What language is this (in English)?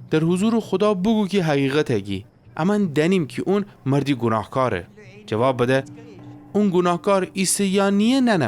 Gilaki